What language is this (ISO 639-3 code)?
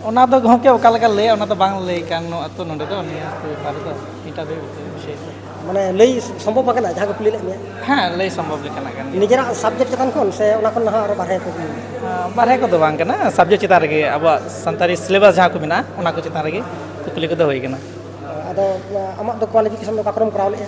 sat